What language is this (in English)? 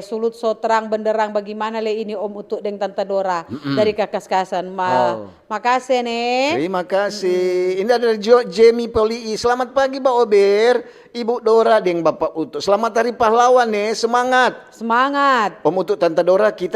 Manado Malay